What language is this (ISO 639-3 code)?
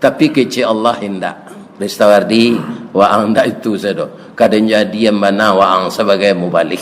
min